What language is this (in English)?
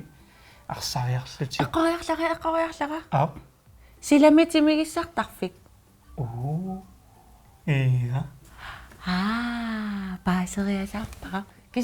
Kalaallisut